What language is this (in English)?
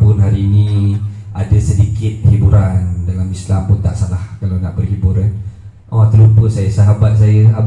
Malay